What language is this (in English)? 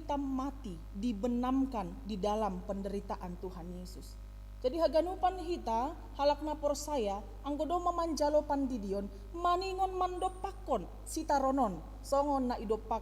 Batak Simalungun